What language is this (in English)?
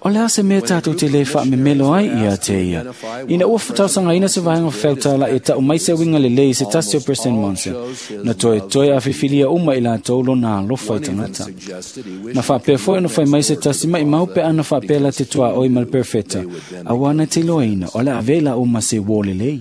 Samoan